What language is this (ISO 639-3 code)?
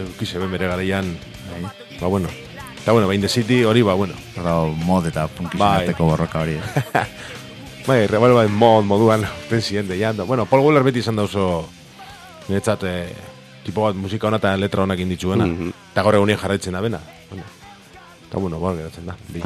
eus